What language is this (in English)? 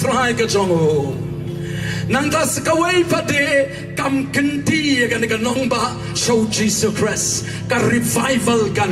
Khasi